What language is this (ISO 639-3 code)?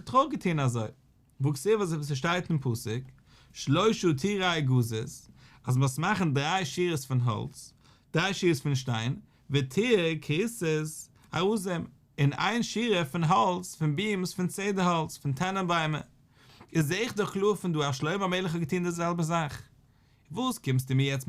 yid